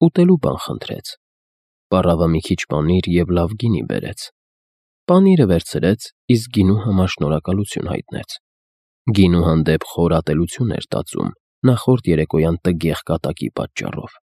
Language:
Armenian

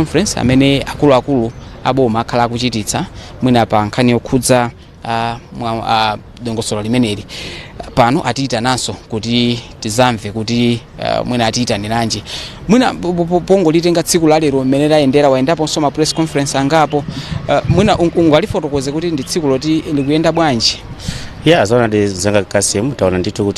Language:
Nyanja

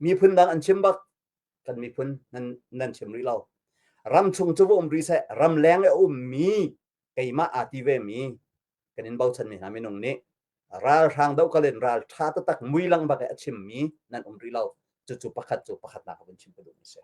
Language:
Hakha Chin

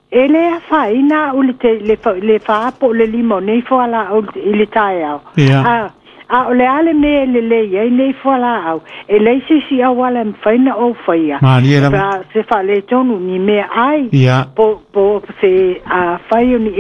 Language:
Samoan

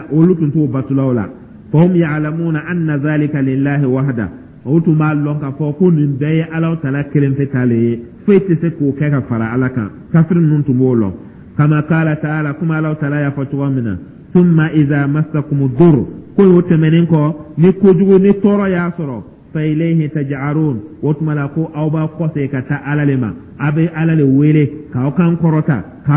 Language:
Dyula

